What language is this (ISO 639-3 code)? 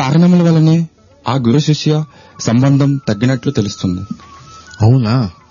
tel